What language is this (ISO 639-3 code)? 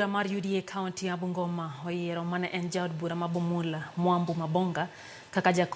luo